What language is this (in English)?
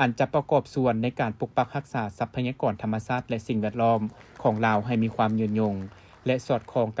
Lao